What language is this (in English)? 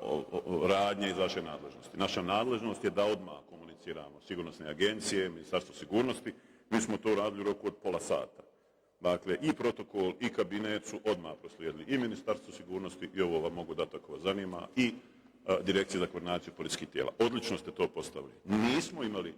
Bosnian